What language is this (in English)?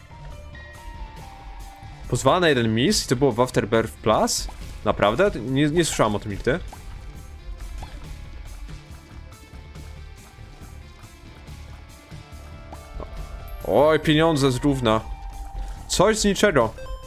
Polish